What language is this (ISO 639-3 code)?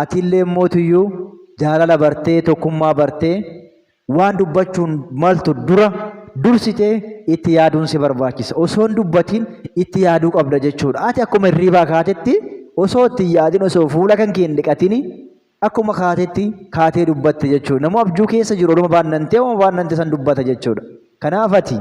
orm